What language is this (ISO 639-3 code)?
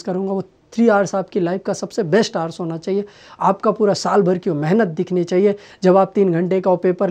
hin